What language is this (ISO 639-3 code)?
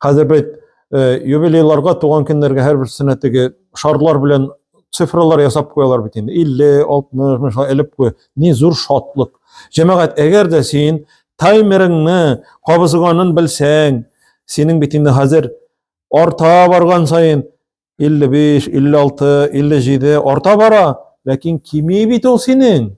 tat